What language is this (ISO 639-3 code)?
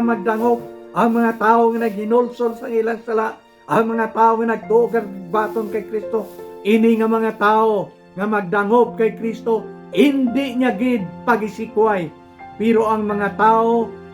hil